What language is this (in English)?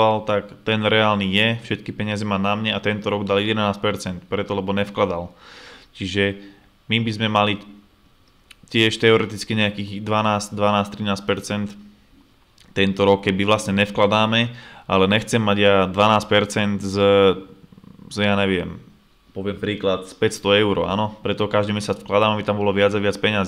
Slovak